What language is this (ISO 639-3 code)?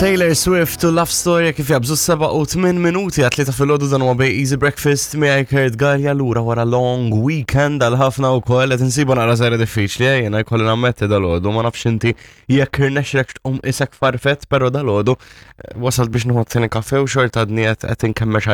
mlt